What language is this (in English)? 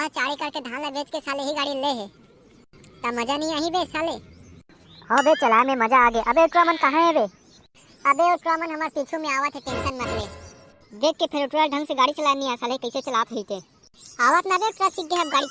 Chhattisgarhi